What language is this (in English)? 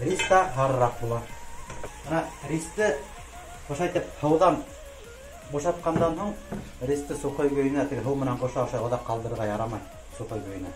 Bashkir